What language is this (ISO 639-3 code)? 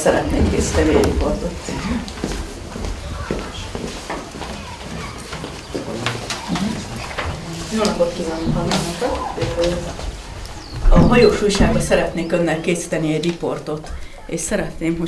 hun